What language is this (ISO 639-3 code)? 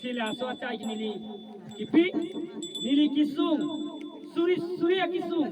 mjw